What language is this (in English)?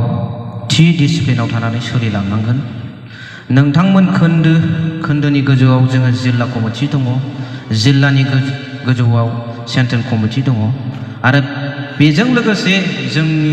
Bodo